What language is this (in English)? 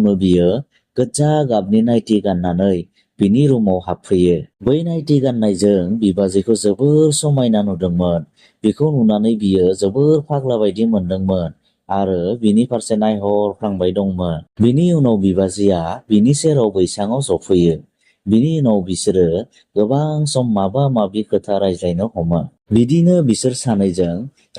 Bodo